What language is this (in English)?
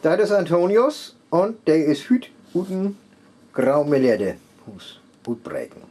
Northern Frisian